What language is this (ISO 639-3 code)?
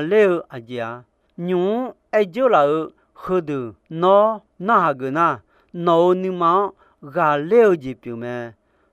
ahk